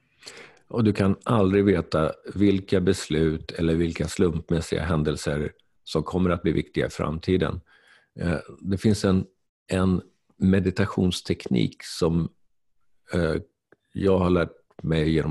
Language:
Swedish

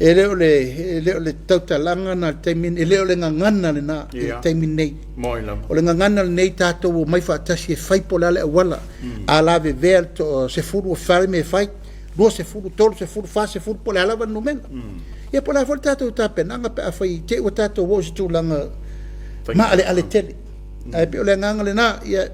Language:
Samoan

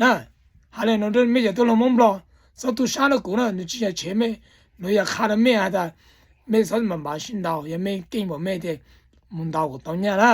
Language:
Hmong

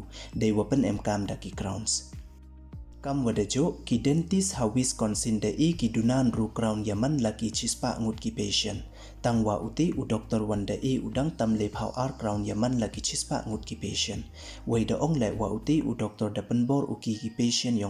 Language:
Pnar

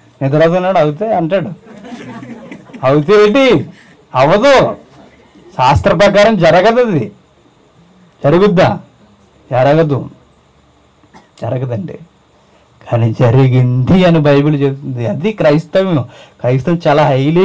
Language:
Telugu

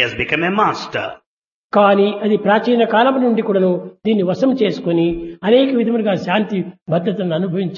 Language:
Telugu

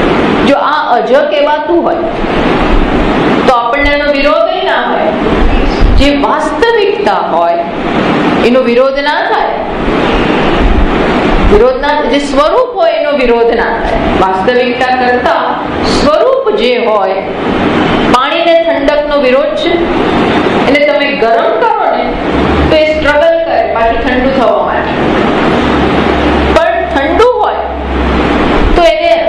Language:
Gujarati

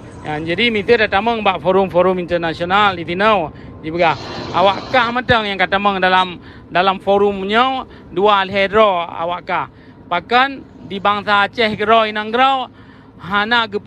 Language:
Achinese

